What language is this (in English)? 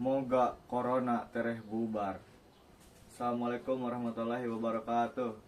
Sundanese